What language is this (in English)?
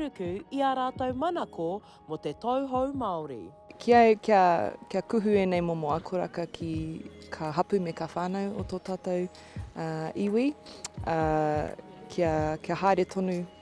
Māori